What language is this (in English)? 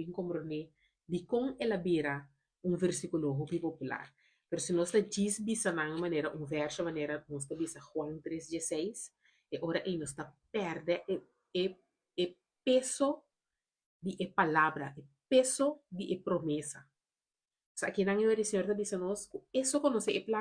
Papiamento